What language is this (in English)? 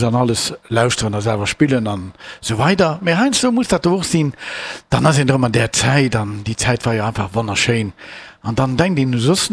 Luxembourgish